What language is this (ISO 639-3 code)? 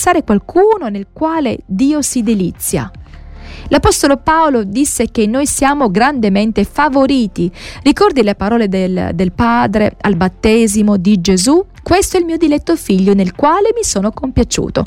ita